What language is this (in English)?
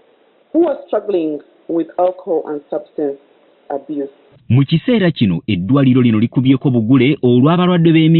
Ganda